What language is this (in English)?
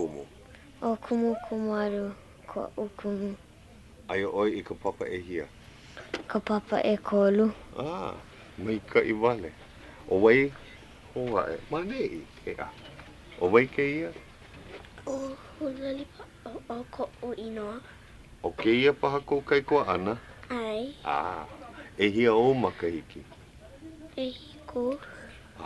Hawaiian